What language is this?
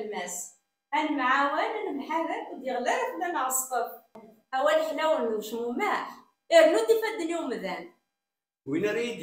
Kabyle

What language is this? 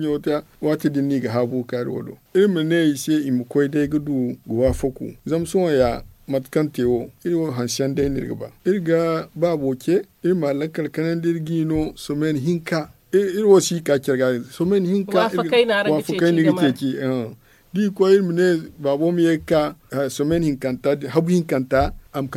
Zarma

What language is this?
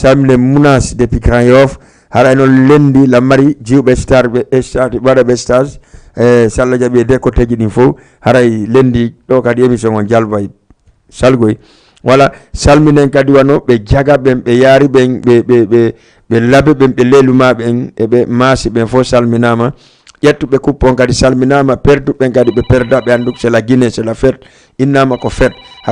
Fula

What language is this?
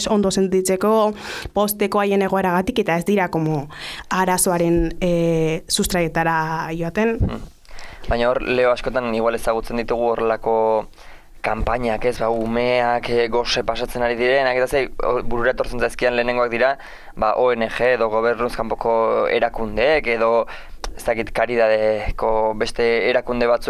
Basque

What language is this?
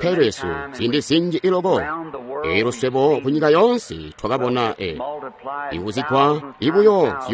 Tonga (Zambia)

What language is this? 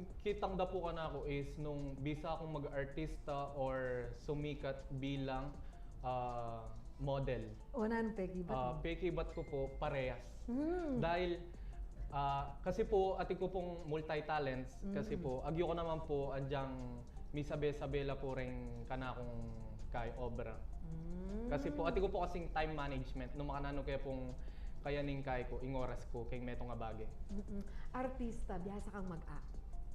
Pampanga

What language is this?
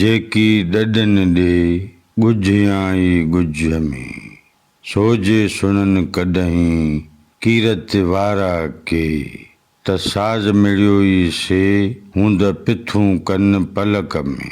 Sindhi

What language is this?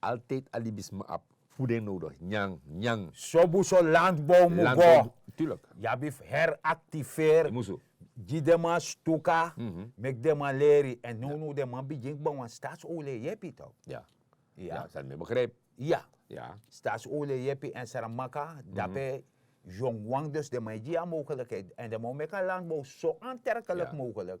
Sranan Tongo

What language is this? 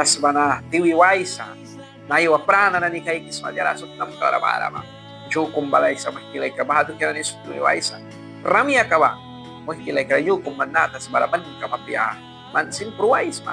Mískito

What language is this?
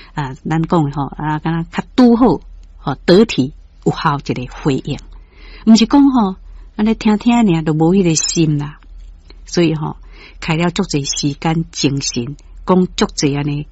Min Nan Chinese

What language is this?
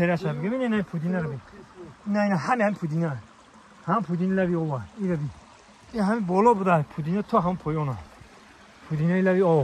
Tajik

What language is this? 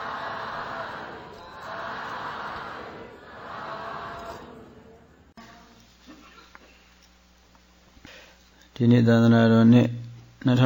Burmese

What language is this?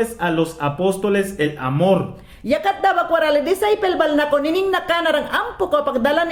Mayangna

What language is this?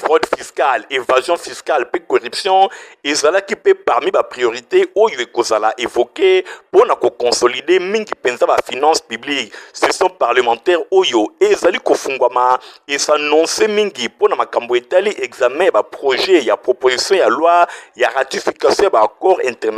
Lingala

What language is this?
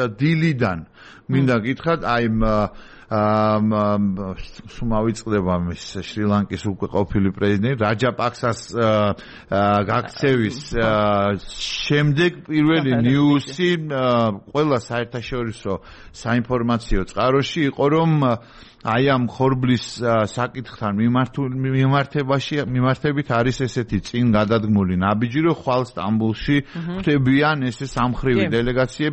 Georgian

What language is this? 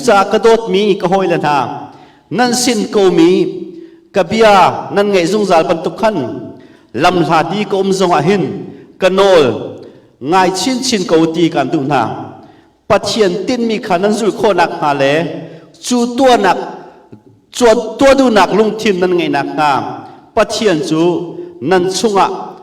Hakha Chin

